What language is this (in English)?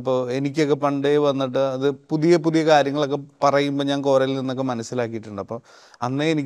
Malayalam